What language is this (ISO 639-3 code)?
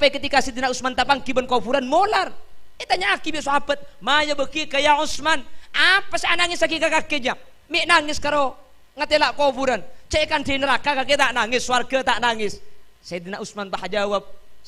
mad